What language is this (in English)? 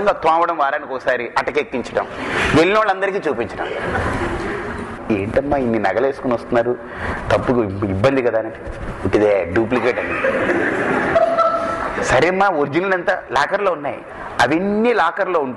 Telugu